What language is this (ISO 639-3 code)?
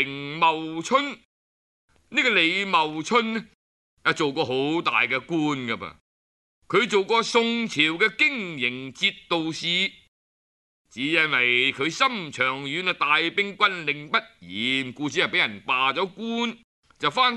yue